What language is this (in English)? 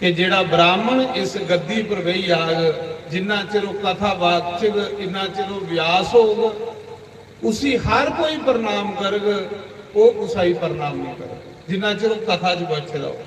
Dogri